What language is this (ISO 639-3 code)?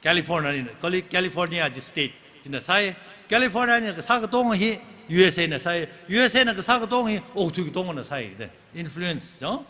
nmf